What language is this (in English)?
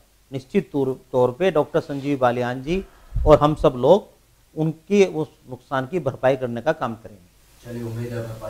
Hindi